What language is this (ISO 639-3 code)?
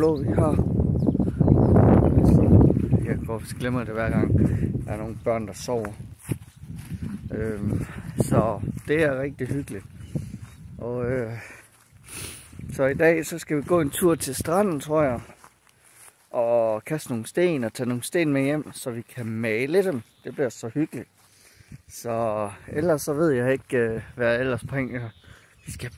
dan